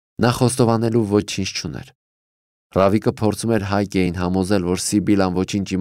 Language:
Armenian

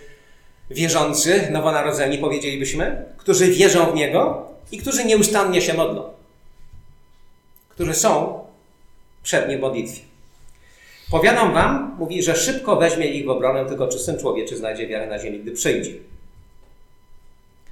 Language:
Polish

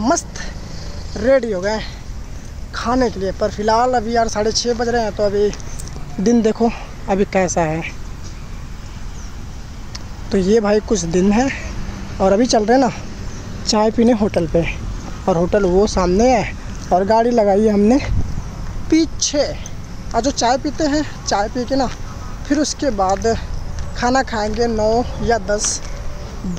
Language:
Hindi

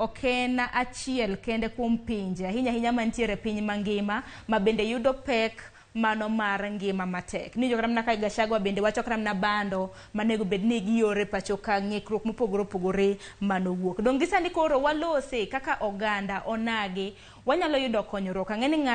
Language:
Luo (Kenya and Tanzania)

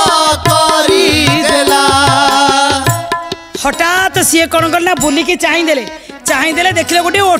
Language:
Odia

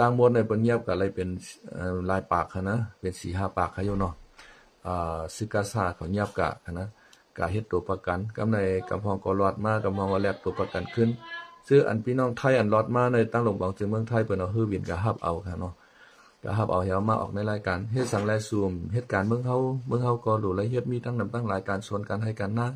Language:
Shan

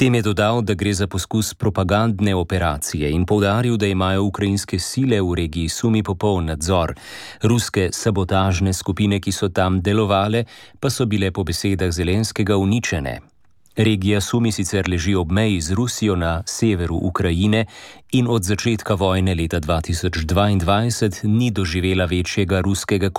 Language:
Slovenian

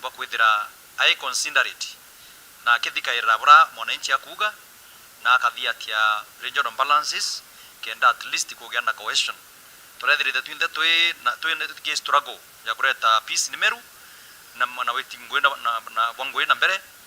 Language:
Meru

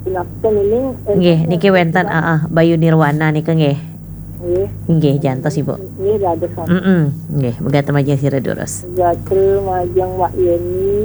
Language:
Balinese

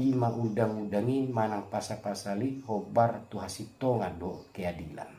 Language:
Batak Toba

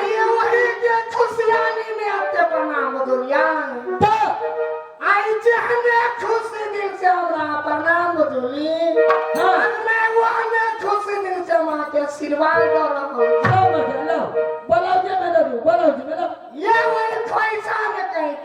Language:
Maithili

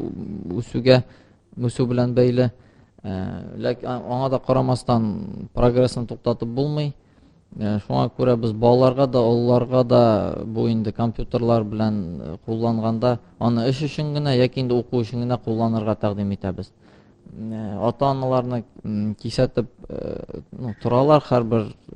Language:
Tatar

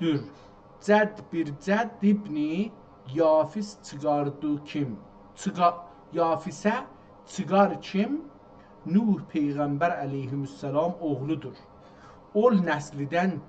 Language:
South Azerbaijani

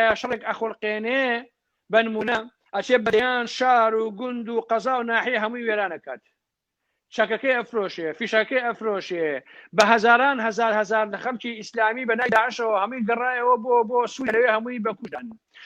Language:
Central Kurdish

